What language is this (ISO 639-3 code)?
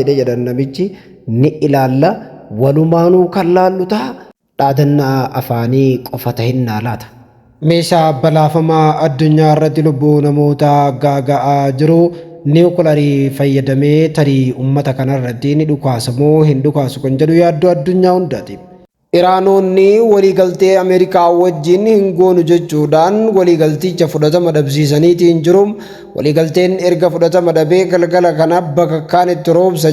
orm